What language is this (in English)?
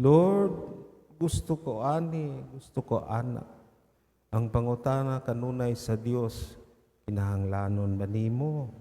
Cebuano